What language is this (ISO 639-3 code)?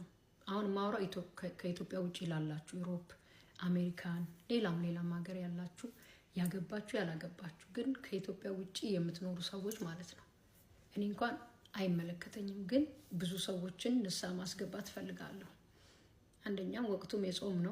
amh